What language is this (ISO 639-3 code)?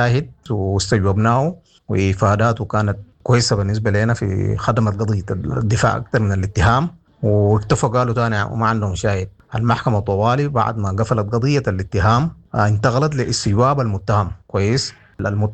apd